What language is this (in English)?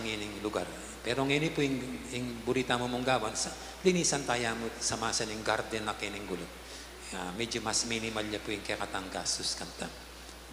Pampanga